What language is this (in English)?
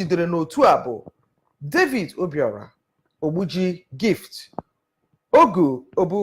Igbo